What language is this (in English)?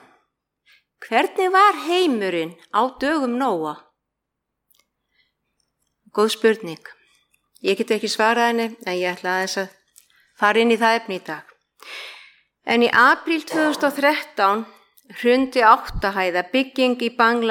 Icelandic